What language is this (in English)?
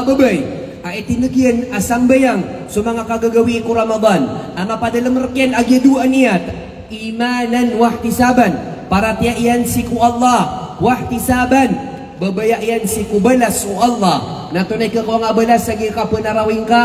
Maranao